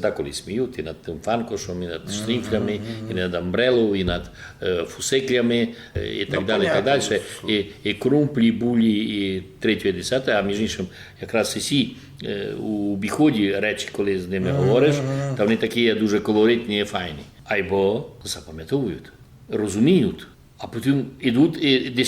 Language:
Rusyn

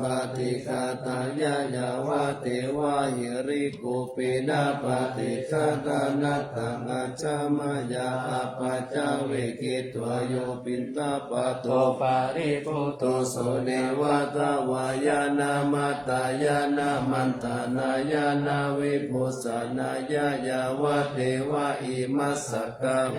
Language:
Pali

